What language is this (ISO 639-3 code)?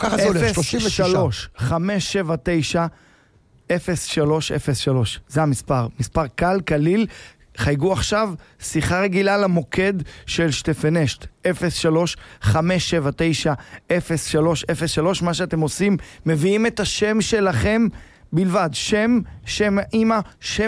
heb